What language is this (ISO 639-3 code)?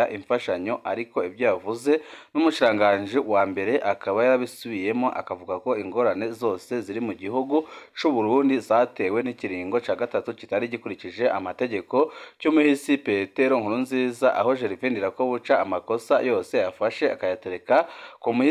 run